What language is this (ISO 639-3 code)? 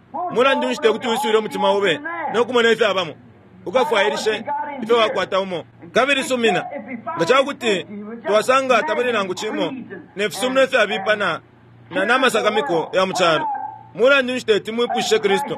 bem